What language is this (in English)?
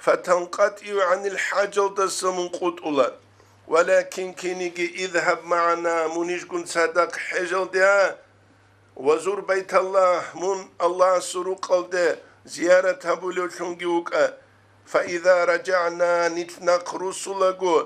Avaric